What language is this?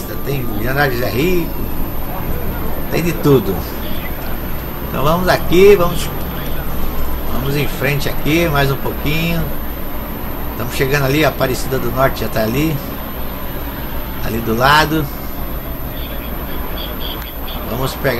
Portuguese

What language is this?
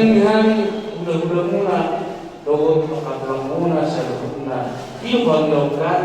Batak Toba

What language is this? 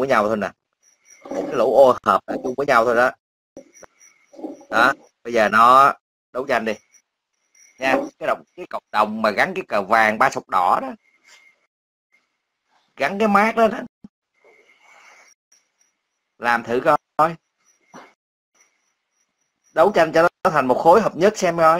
Vietnamese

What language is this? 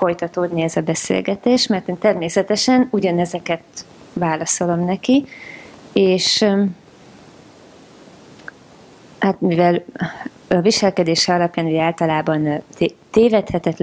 Hungarian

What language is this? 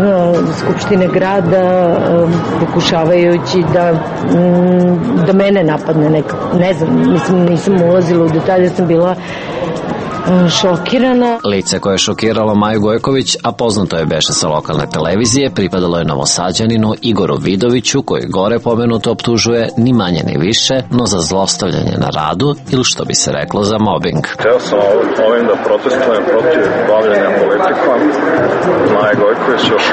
Serbian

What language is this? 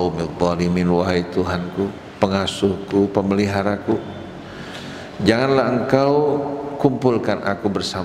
Indonesian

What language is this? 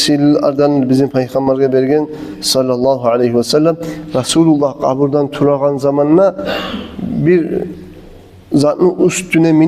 Kumyk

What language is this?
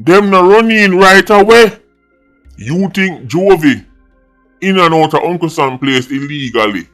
Jamaican Creole English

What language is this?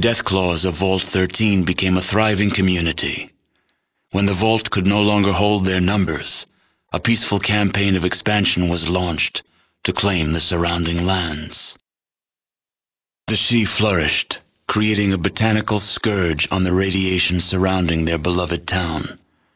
English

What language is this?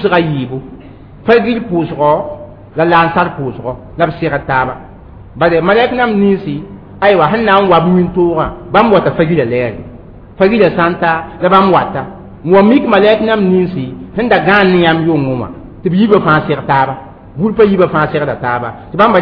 Mossi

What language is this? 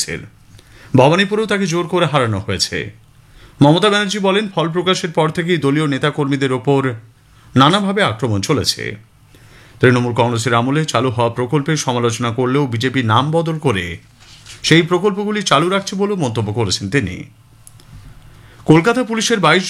Bangla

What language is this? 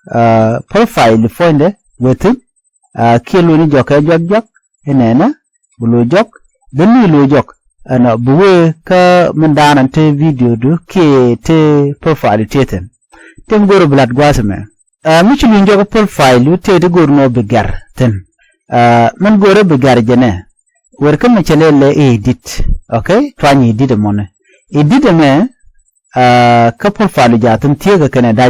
Nuer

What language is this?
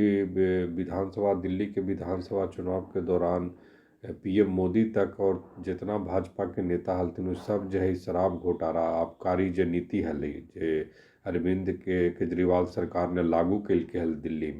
Magahi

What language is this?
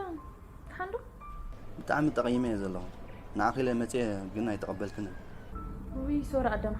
Tigrinya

